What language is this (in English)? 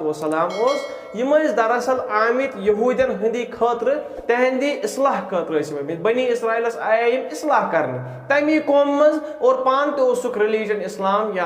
Kashmiri